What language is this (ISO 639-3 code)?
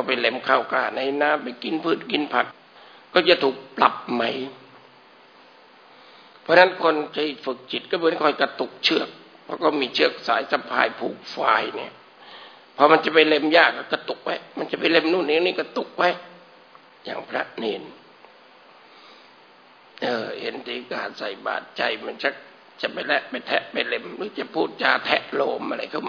tha